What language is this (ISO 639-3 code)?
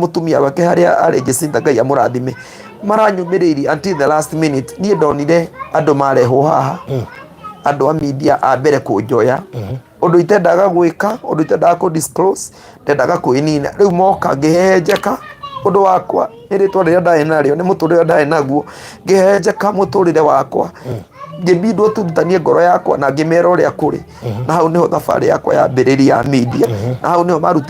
kik